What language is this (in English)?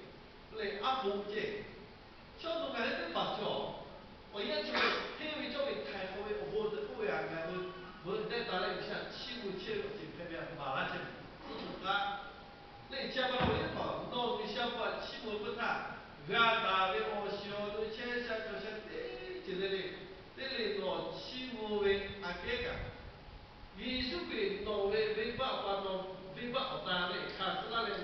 Lahu